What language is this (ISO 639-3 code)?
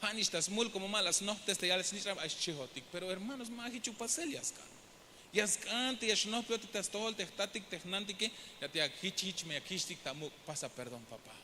tzh